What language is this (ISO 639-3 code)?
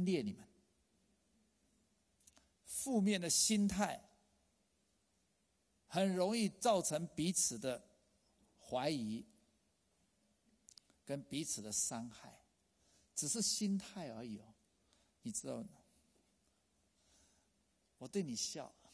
zho